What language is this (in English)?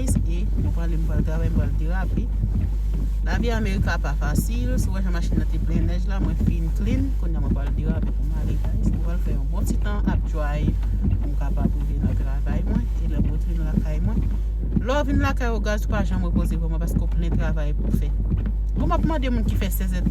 Haitian Creole